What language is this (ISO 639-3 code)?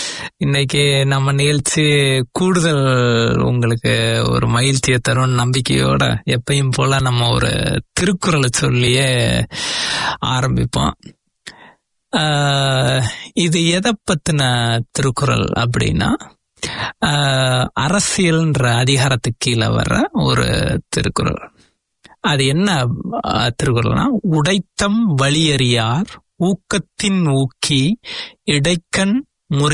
tam